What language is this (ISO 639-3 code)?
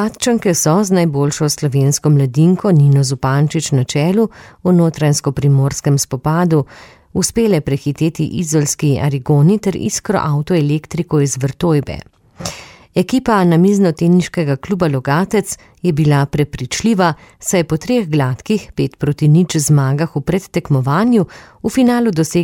slv